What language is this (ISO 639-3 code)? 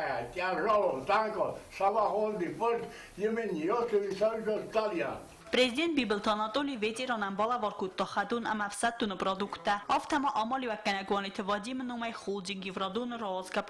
oss